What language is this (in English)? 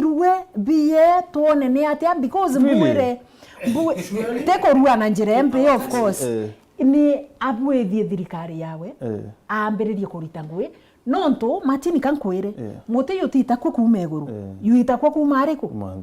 Meru